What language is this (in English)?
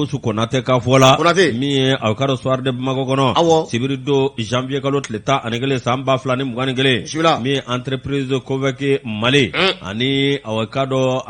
Bambara